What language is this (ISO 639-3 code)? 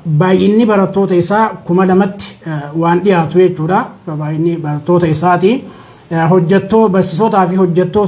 orm